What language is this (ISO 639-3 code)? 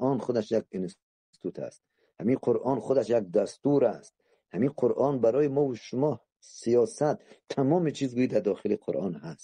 tgk